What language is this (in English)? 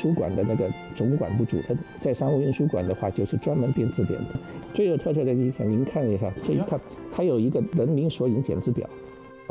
Chinese